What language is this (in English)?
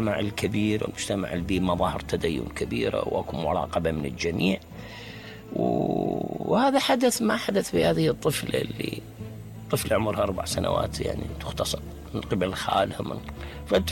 Mesopotamian Arabic